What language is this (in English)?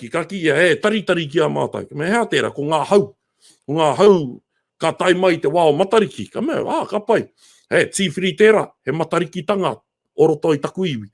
Māori